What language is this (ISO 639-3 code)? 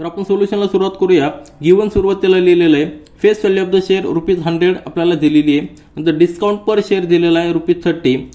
mar